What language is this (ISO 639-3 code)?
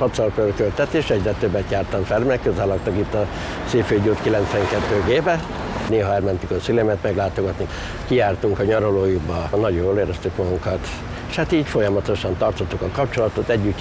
hun